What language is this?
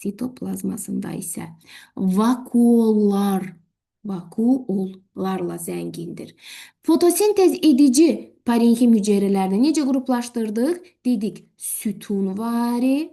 Azerbaijani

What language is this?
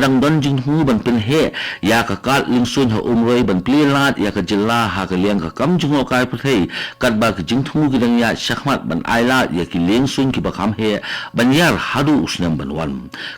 Khasi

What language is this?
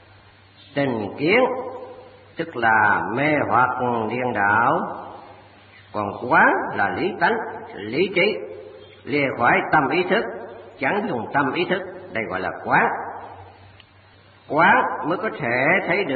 Vietnamese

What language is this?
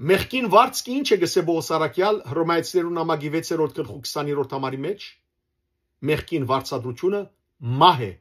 Western Armenian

